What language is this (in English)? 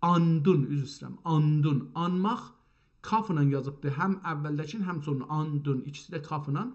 South Azerbaijani